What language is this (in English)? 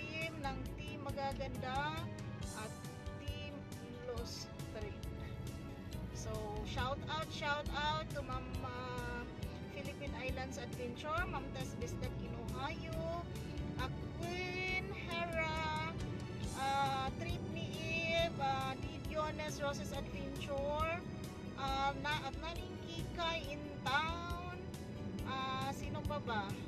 Filipino